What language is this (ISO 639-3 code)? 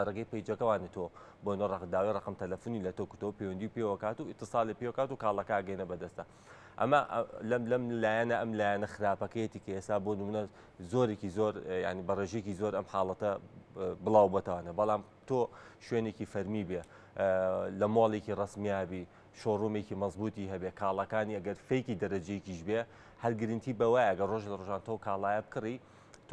ckb